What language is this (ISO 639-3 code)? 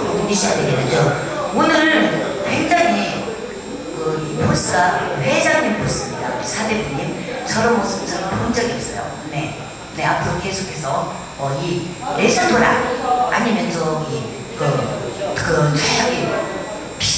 kor